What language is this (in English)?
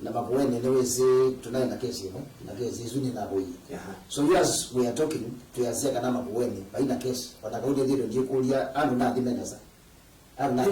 Kamba